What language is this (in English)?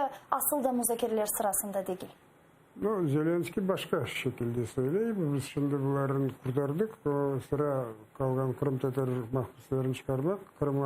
Crimean Tatar